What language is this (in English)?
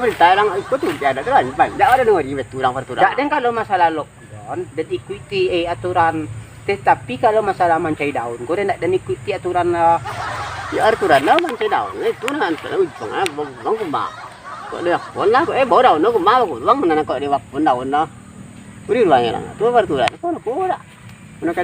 Minangkabau